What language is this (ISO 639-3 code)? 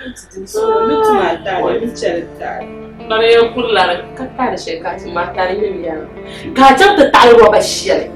dag